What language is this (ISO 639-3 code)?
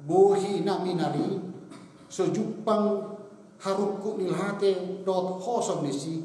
bbc